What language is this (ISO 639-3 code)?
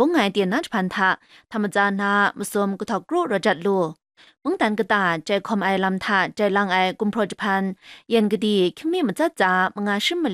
kac